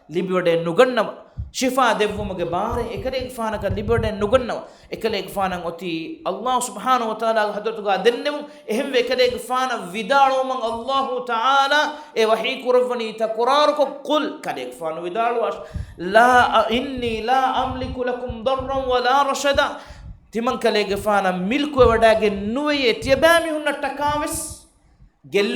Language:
Divehi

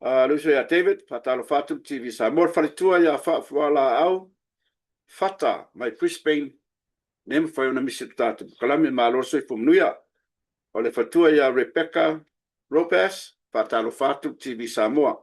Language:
Samoan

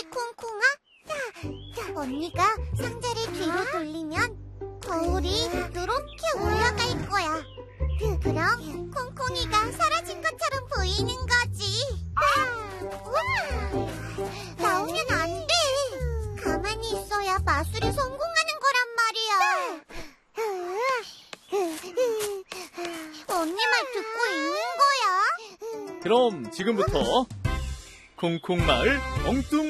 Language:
Korean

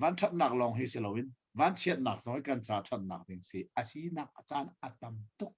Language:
Hakha Chin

